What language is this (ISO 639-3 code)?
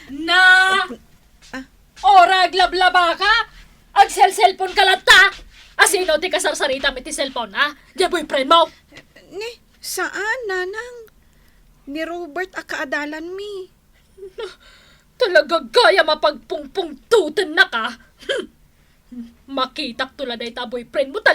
ilo